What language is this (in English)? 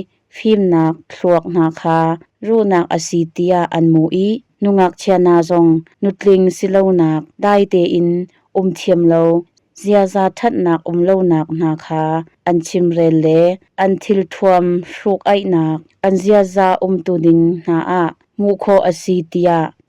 Hakha Chin